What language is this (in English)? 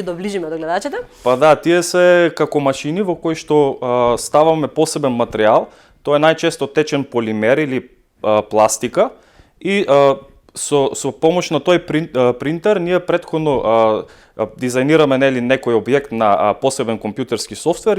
Macedonian